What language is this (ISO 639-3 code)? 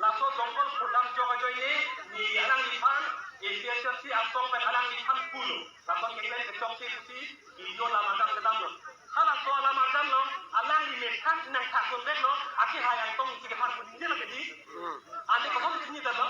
mjw